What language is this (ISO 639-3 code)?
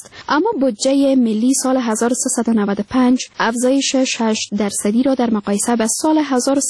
fas